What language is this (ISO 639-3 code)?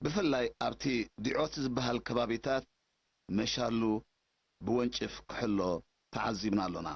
tir